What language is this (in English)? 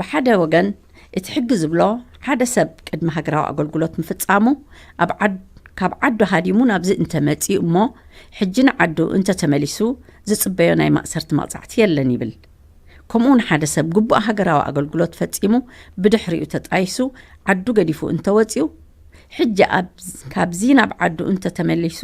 Tigrinya